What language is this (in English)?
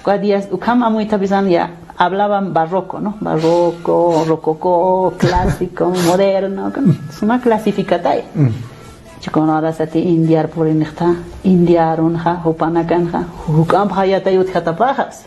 Aymara